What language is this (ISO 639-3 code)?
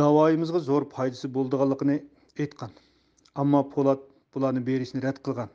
uig